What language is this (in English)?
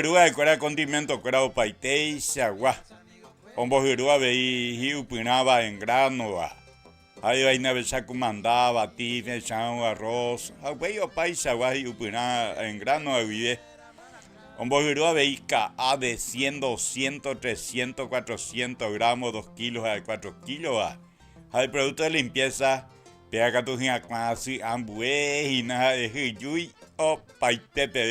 Guarani